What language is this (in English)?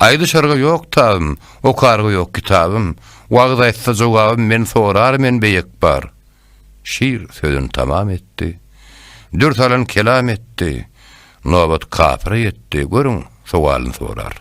Turkmen